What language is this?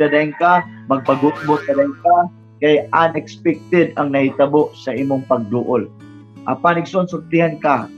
Cebuano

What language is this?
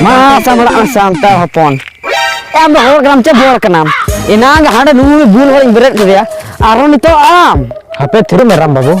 Santali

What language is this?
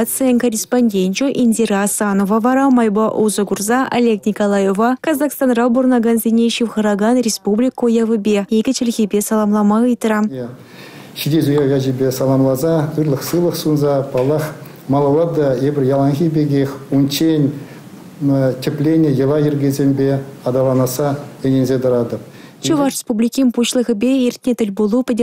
Chuvash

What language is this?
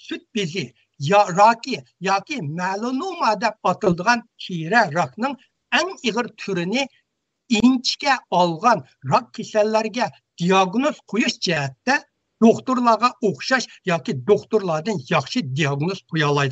Uyghur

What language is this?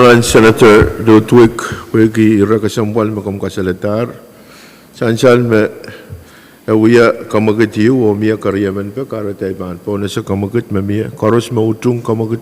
Pohnpeian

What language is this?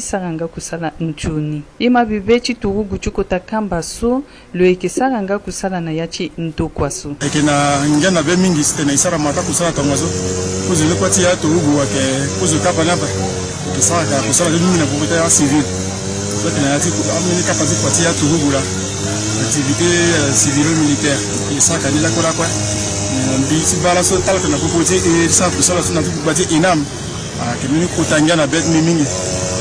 Sango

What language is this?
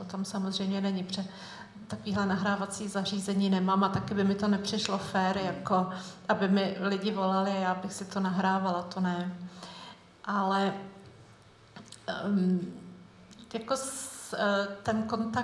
Czech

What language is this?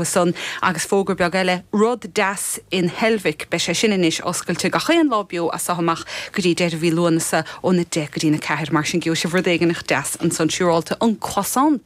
Irish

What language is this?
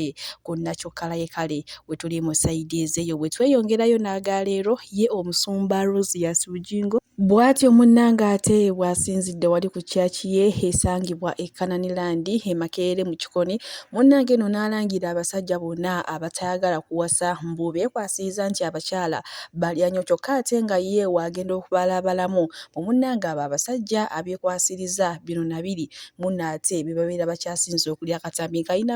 Ganda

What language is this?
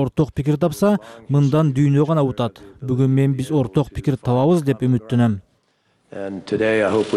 Kyrgyz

